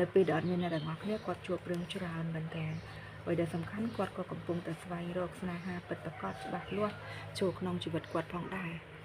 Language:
Khmer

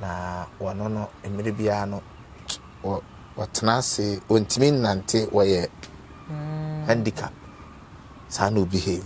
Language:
Akan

